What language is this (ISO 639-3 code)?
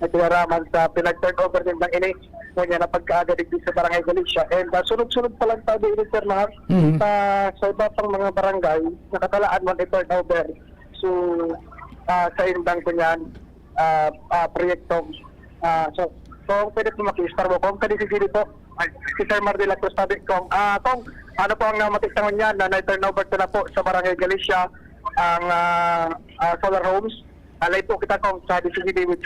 bik